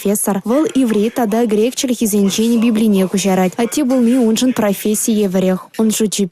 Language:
Chuvash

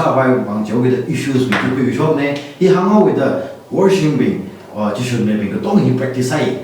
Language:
Tangkhul Naga (India)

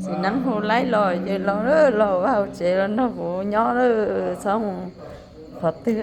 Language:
Hmong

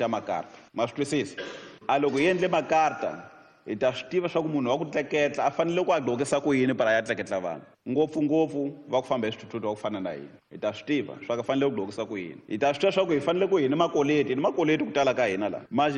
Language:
Tsonga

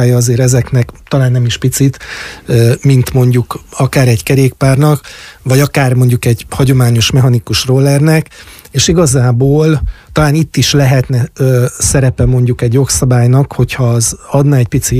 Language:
Hungarian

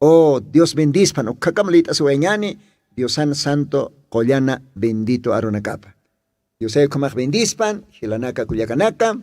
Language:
Aymara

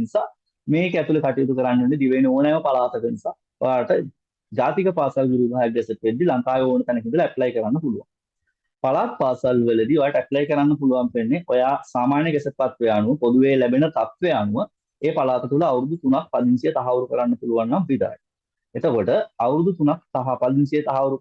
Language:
Sinhala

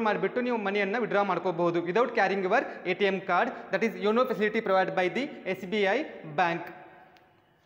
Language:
Kannada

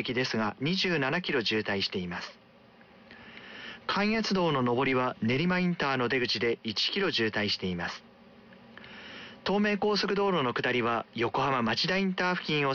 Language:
Japanese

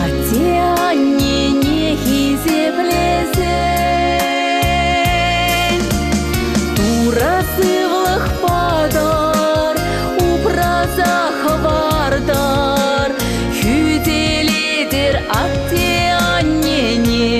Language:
Chuvash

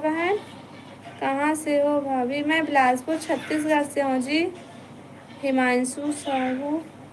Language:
Chhattisgarhi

